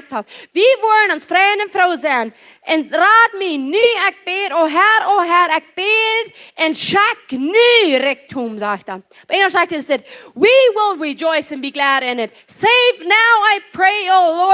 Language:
Plautdietsch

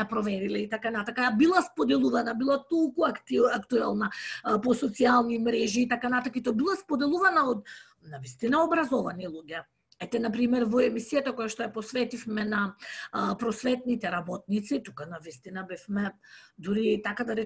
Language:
Macedonian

